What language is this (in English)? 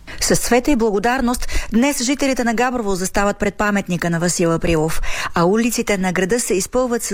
Bulgarian